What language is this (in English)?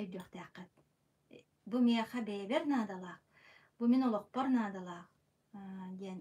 Yakut